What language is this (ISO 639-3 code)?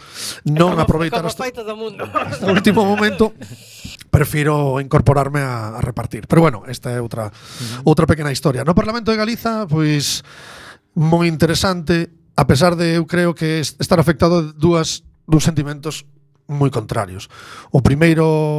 glg